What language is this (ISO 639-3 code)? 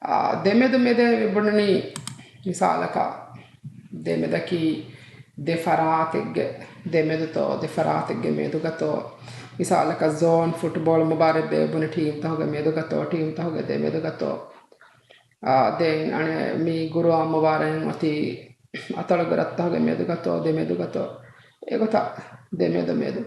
div